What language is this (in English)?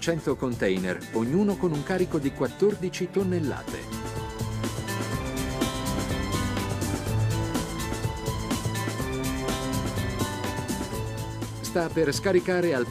Italian